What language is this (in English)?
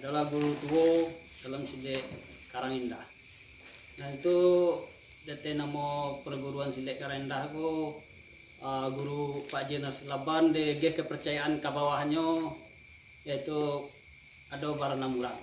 Minangkabau